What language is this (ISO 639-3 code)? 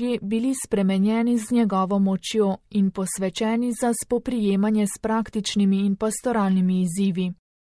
slv